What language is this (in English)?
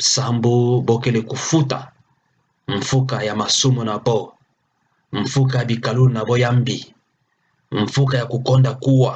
Kituba (Democratic Republic of Congo)